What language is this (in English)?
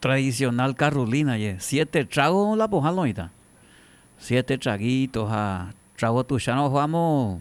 Guarani